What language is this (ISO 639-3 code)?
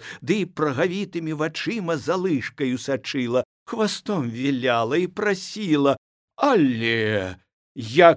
bel